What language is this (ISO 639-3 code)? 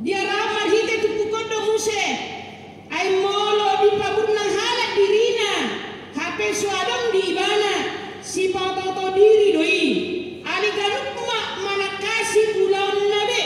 bbc